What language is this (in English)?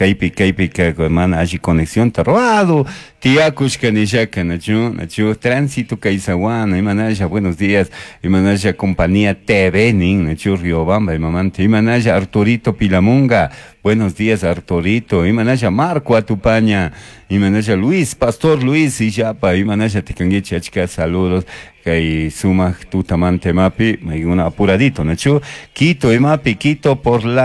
Chimborazo Highland Quichua